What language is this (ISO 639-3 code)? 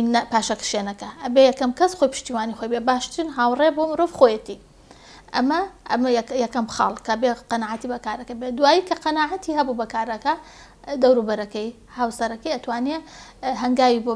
ckb